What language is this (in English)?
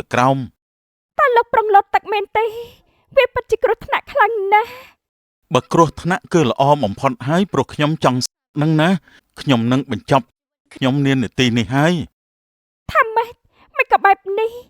Khmer